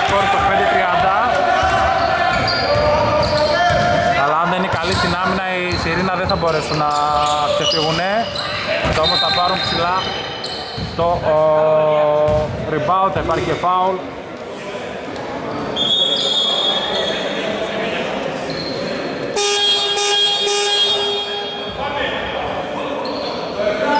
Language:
Greek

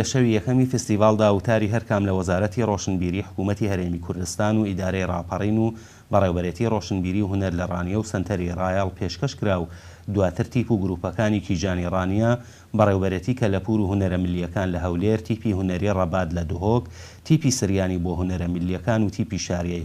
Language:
Central Kurdish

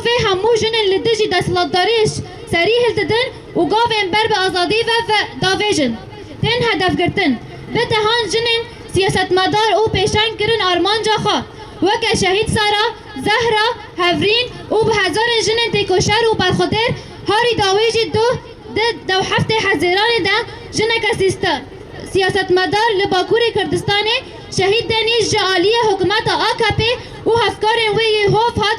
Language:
Kurdish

